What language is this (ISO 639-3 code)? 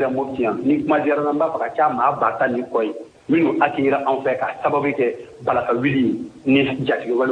bam